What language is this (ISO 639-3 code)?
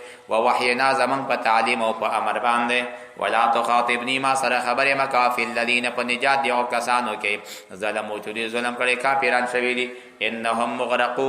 pus